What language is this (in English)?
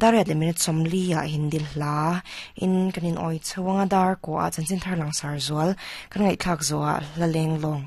Mizo